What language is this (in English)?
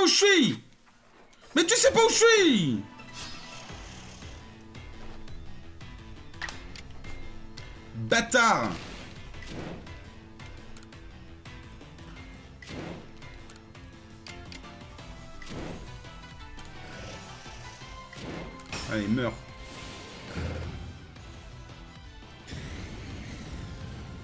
French